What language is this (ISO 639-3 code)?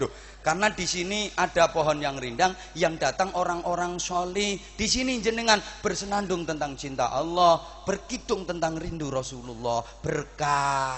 jav